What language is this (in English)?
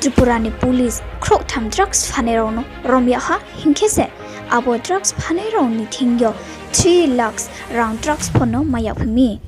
Riang (India)